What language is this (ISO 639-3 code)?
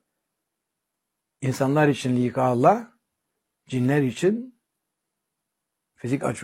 tur